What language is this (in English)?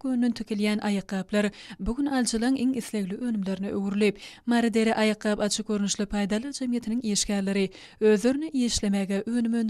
Turkmen